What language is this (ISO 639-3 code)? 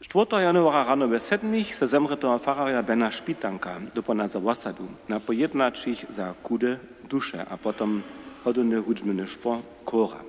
hsb